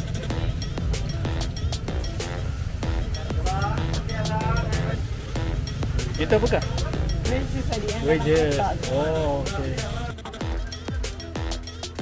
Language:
Malay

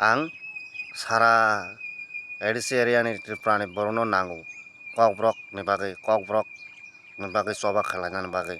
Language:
Kok Borok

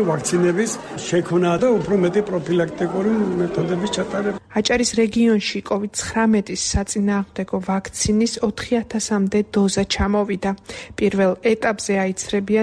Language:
Georgian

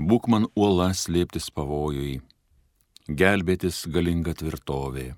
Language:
Lithuanian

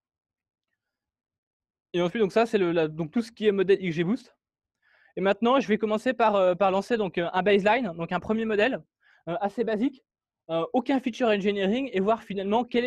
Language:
French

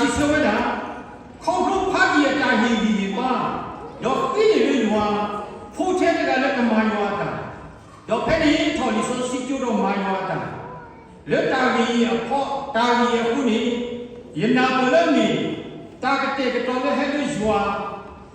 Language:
S'gaw Karen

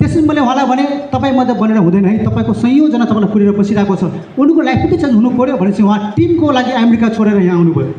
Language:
Nepali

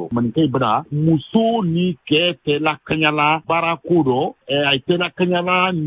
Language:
Bambara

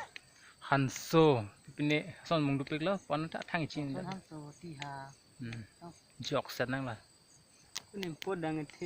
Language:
Karbi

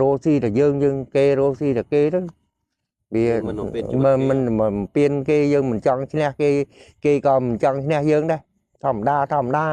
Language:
Khmer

